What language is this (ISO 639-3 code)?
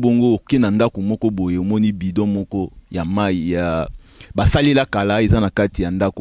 lin